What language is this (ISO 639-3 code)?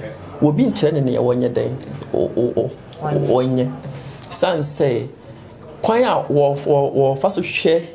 aka